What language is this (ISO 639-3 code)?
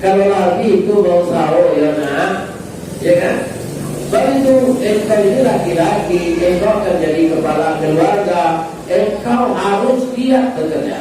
min